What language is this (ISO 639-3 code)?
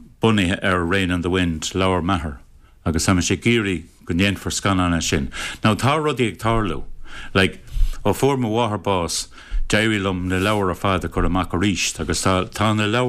gle